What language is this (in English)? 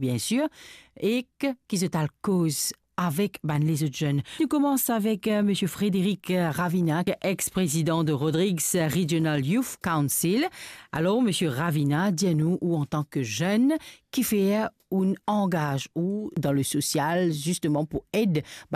Morisyen